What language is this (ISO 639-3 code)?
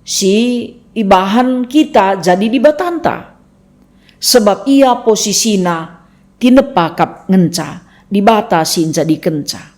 btx